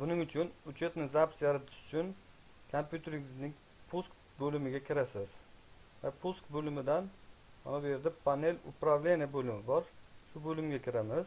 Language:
Uzbek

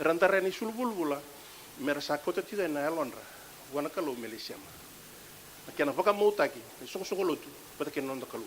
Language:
Fijian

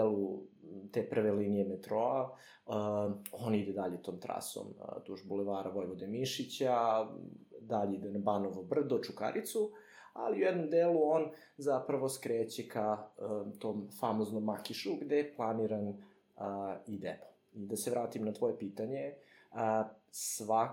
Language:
Serbian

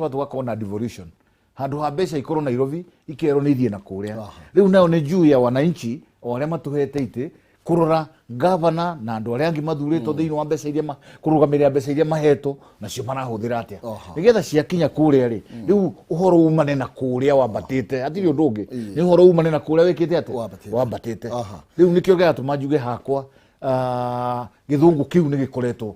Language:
Kikuyu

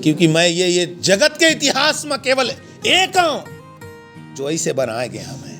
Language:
Chhattisgarhi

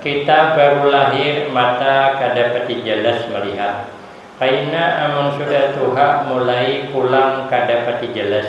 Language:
Banjar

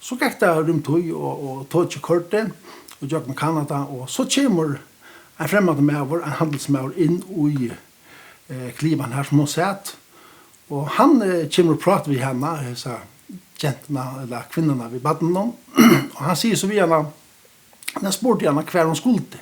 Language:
Faroese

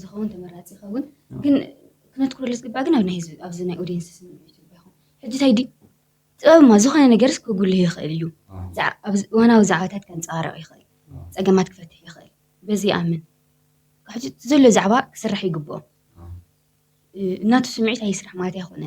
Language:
Tigrinya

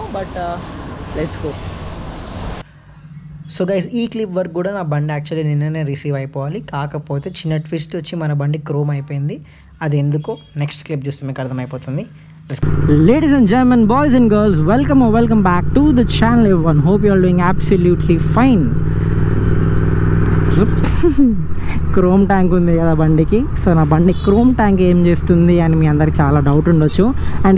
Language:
Telugu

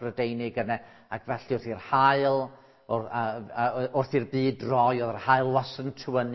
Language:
Welsh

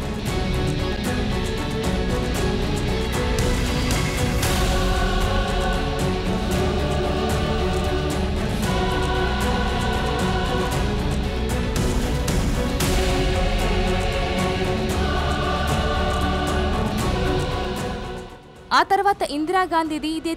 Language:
Telugu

